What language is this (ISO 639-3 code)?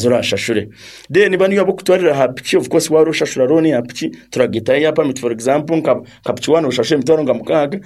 nyn